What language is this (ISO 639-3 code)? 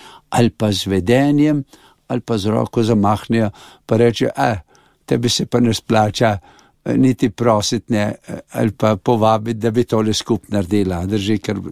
slv